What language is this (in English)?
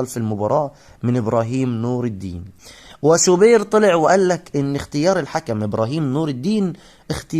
Egyptian Arabic